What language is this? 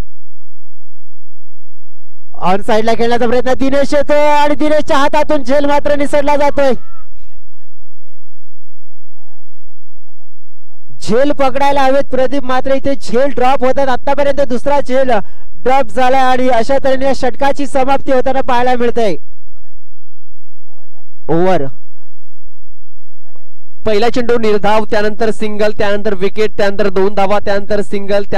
Marathi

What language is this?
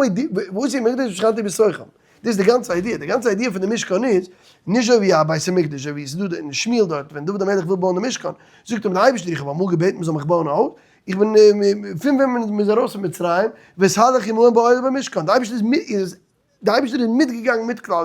Yiddish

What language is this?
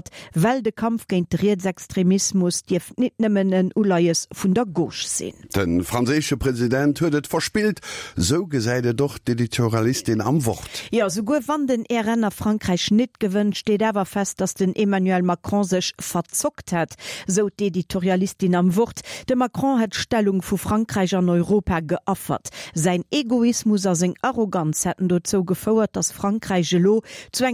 Luxembourgish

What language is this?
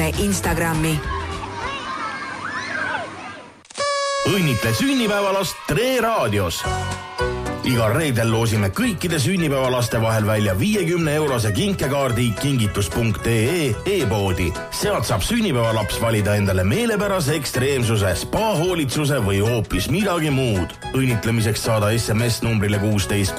Estonian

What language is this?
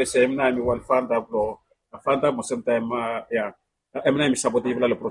Bislama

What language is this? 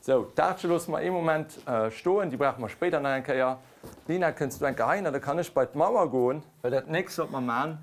Luxembourgish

